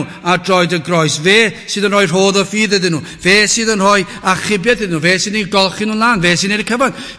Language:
Welsh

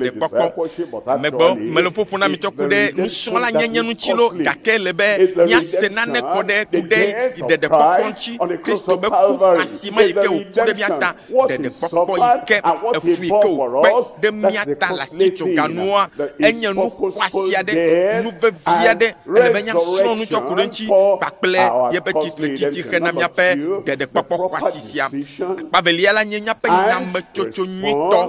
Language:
Ewe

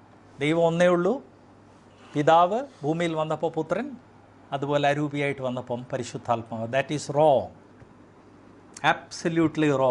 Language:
Malayalam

